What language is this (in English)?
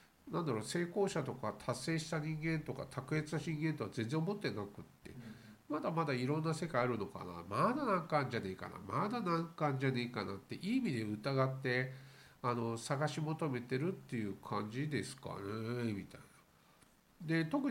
Japanese